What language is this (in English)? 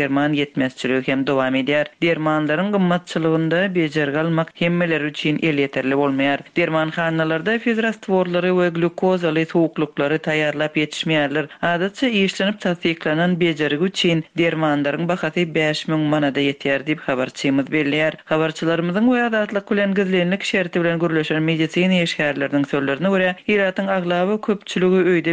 Turkmen